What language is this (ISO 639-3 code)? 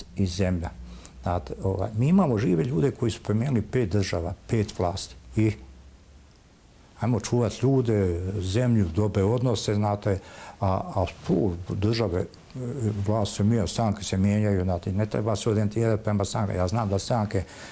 bos